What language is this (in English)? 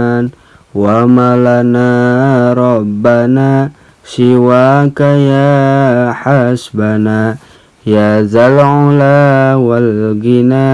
Sundanese